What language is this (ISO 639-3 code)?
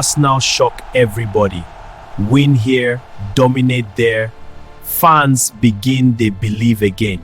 pcm